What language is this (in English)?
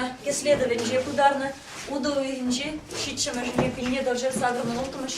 Chuvash